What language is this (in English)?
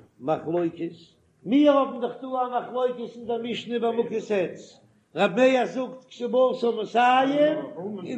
Yiddish